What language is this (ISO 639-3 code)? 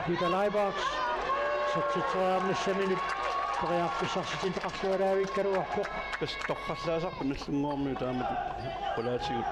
kal